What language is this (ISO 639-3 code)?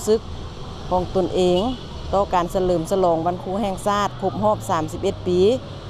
lao